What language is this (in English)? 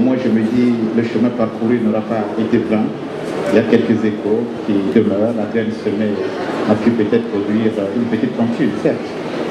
French